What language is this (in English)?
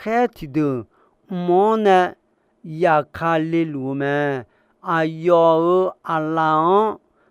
Akha